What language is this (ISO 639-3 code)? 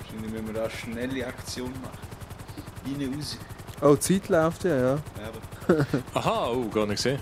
gsw